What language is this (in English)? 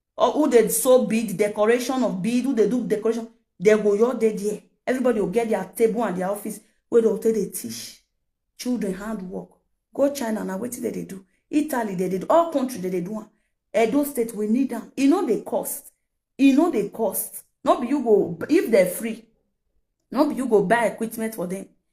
Nigerian Pidgin